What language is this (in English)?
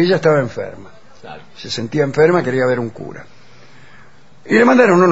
Spanish